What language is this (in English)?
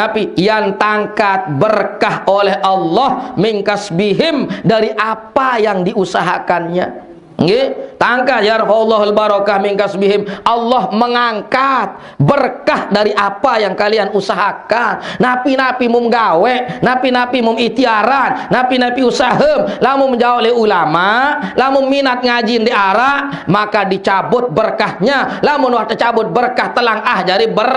Sasak